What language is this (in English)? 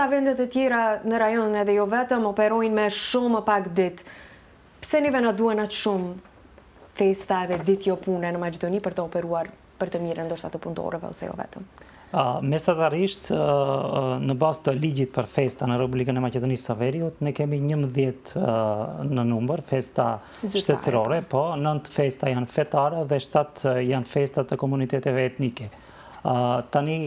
Albanian